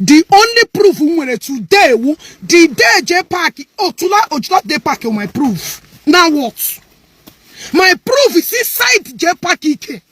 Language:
Igbo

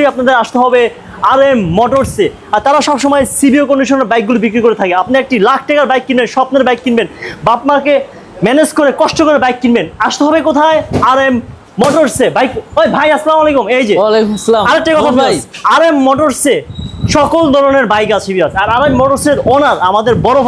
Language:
Bangla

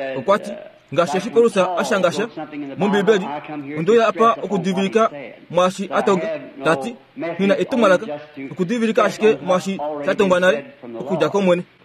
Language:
Kuanyama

